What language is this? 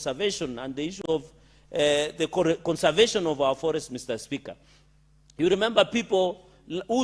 Gusii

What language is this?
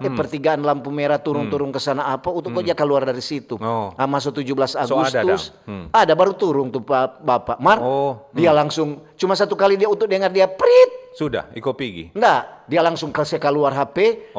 Manado Malay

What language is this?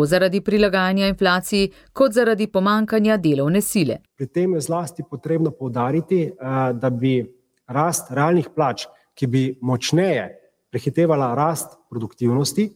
Slovenian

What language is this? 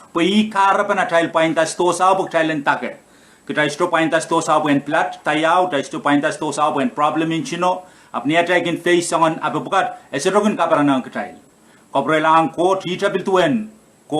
Pohnpeian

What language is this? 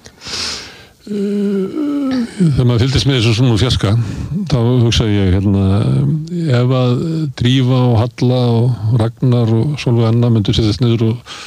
Icelandic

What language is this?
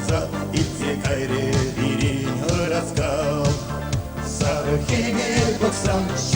Chuvash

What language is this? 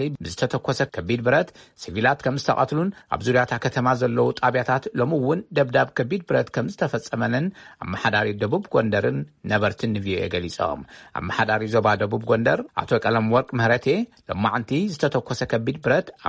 Tigrinya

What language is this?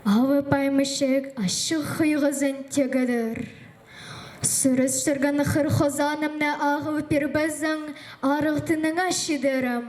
Khakas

